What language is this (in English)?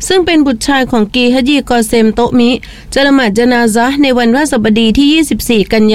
Thai